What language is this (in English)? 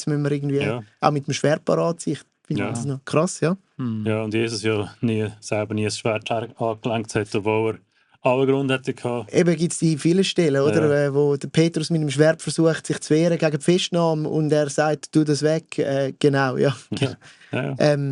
Swiss German